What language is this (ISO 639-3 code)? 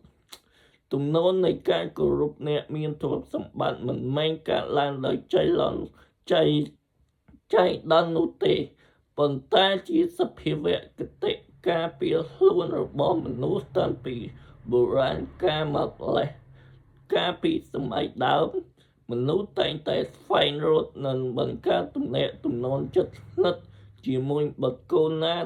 khm